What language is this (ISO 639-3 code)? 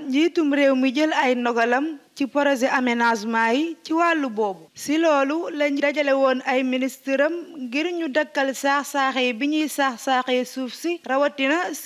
wol